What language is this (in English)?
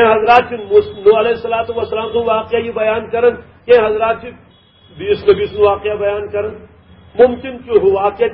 Kashmiri